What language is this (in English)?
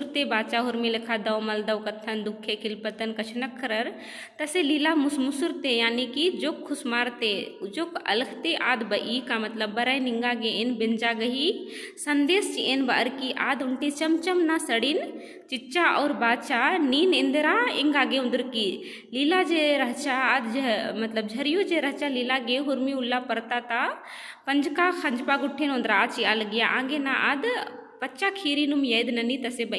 Kurukh